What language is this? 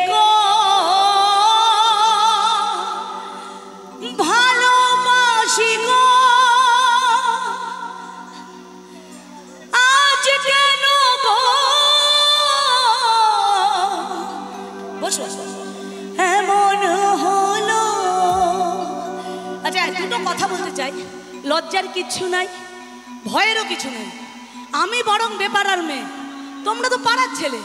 Bangla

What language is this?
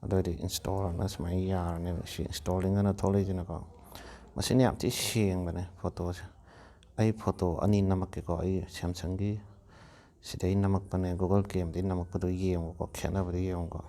Manipuri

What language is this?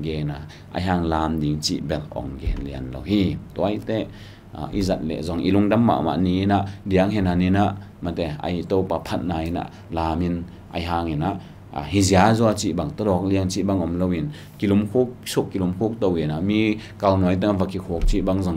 Tedim Chin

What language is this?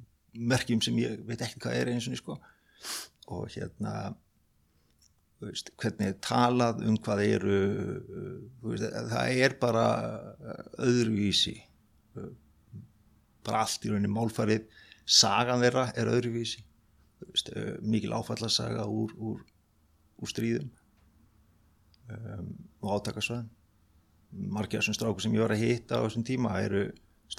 Icelandic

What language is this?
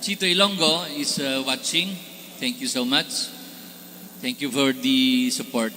Hiligaynon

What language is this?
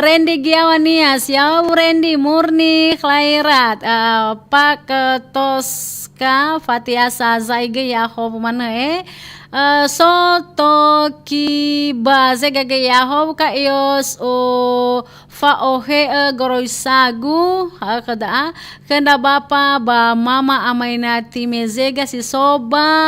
Nias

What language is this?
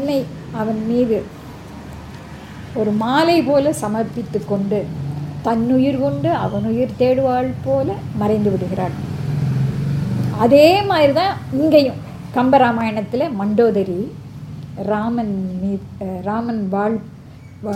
Tamil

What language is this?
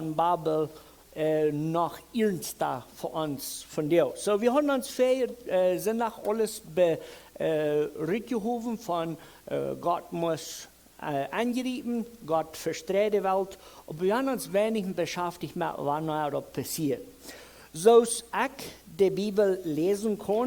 Plautdietsch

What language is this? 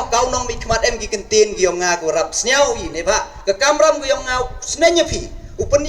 Pnar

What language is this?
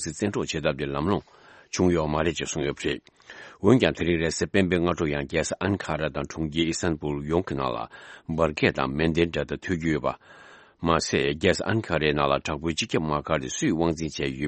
Tibetan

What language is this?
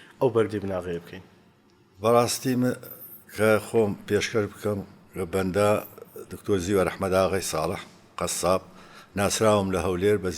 Central Kurdish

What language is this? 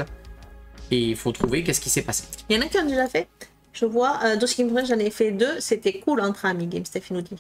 French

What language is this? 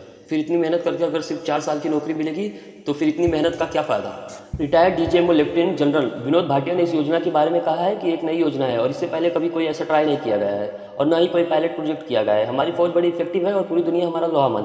Hindi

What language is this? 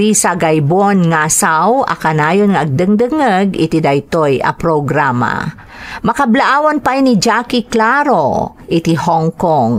Iloko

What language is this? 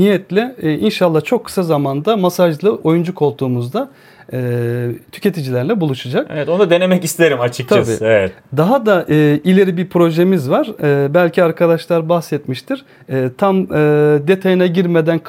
Turkish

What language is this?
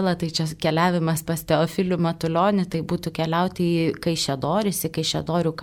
Lithuanian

